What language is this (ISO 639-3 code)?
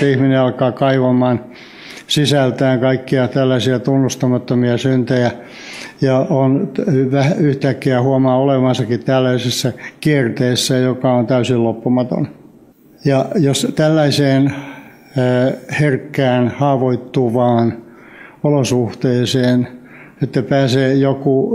fin